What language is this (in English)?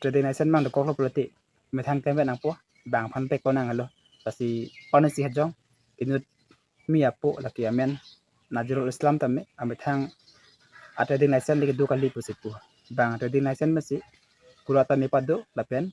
Karbi